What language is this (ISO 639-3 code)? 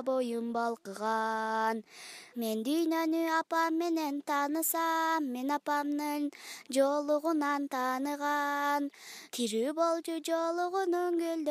kir